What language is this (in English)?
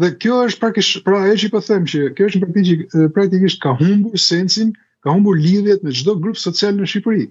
Albanian